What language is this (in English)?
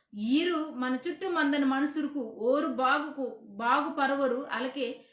Koya